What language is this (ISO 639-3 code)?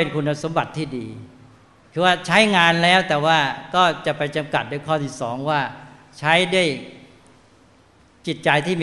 tha